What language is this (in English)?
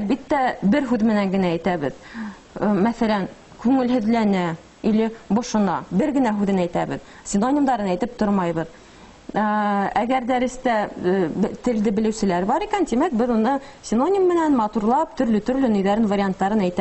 Bashkir